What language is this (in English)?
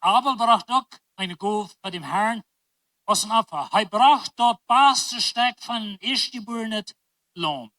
Plautdietsch